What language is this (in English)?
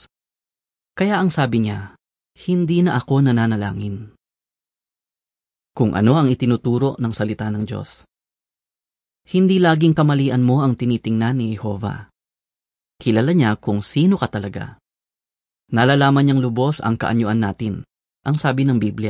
Filipino